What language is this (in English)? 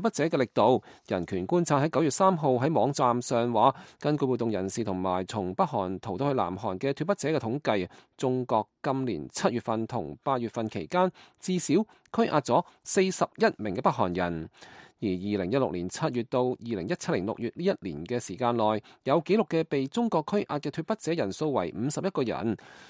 Cantonese